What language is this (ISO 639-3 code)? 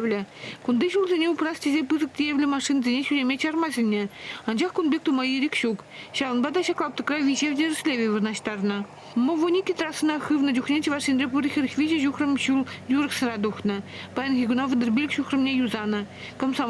chv